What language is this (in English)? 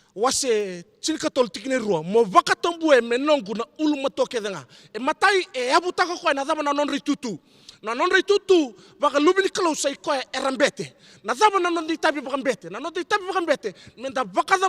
Fijian